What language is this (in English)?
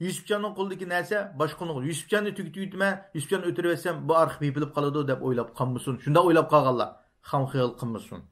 Uyghur